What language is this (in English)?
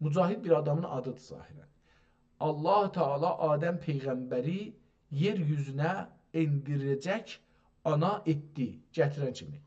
South Azerbaijani